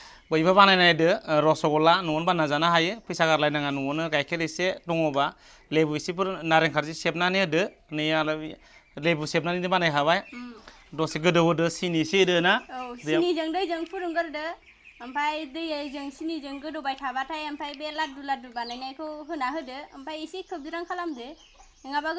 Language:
Bodo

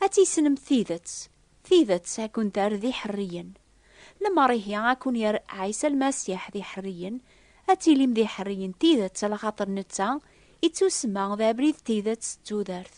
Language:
Kabyle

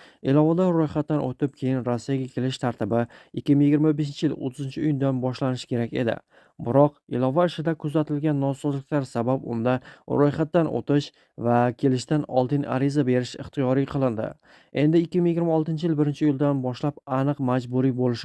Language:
Uzbek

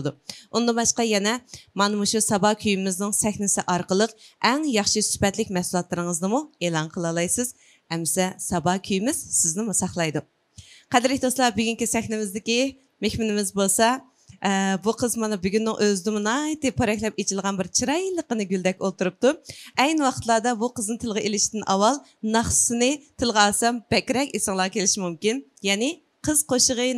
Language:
Uyghur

